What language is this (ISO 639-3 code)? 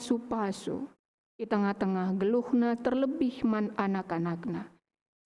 btx